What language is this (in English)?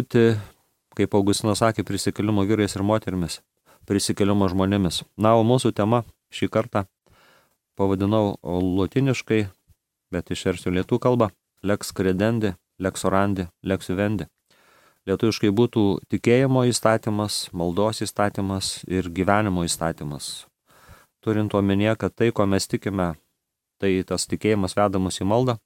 Lithuanian